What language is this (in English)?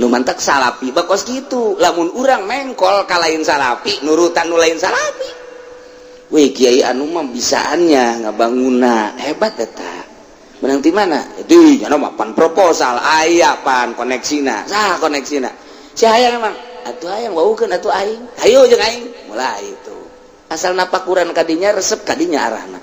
Sundanese